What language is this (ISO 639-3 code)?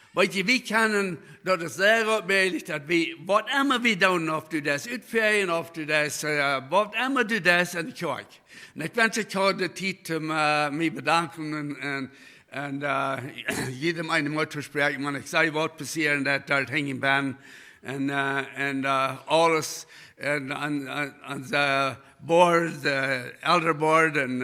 pdt